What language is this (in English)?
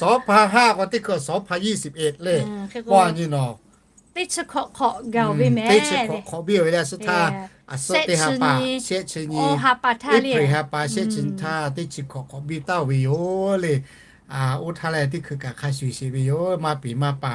Lahu